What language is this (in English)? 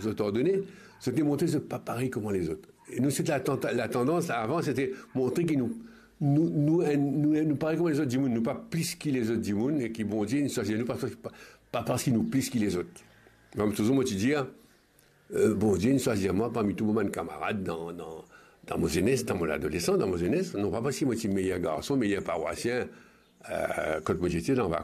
Morisyen